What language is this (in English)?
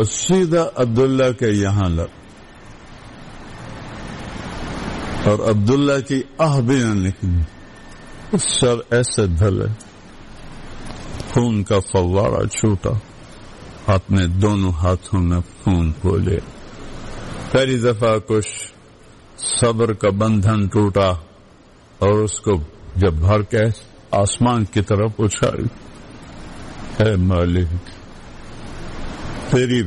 Urdu